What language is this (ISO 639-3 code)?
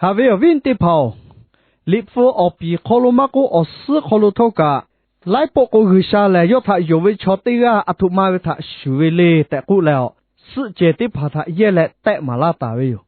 lhu